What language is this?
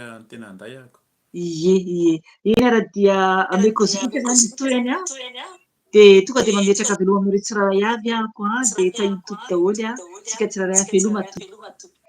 Malagasy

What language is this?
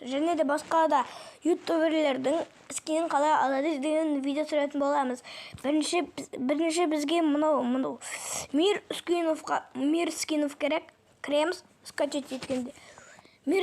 Kazakh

